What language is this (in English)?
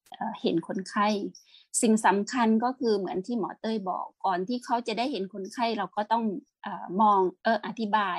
Thai